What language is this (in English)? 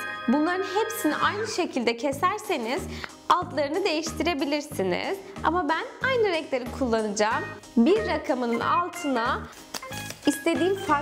Turkish